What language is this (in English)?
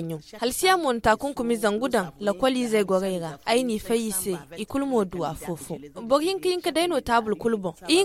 Zarma